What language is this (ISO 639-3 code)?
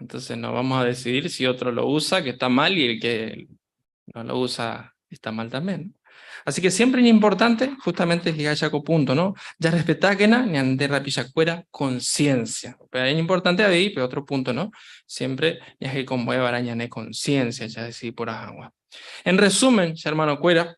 grn